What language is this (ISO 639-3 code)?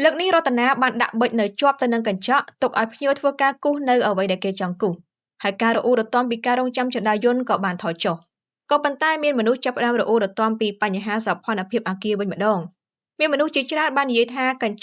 khm